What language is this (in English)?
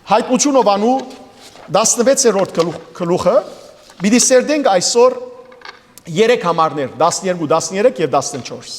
Western Armenian